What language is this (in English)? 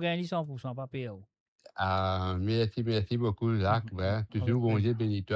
Morisyen